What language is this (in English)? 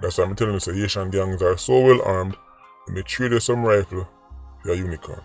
Jamaican Creole English